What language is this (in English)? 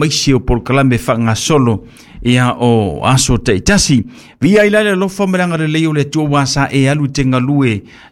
Samoan